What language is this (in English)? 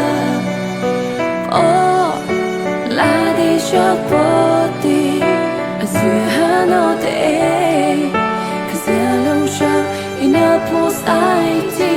Mara Chin